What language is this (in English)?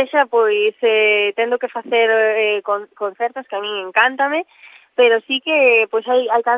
Galician